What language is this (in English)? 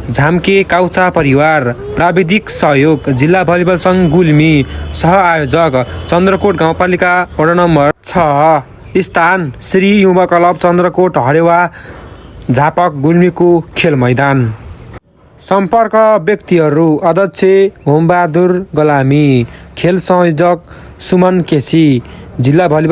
Nepali